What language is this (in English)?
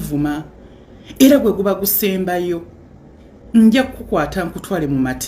Ganda